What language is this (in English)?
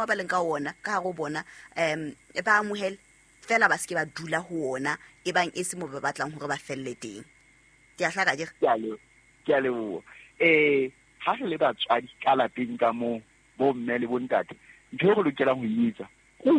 Southern Sotho